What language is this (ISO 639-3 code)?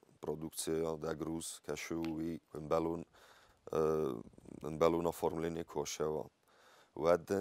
oss